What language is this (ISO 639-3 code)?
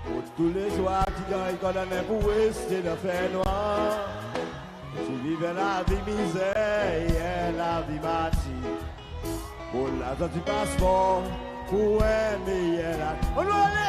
crs